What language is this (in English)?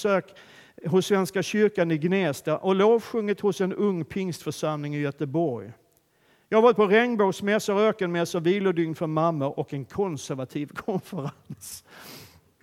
Swedish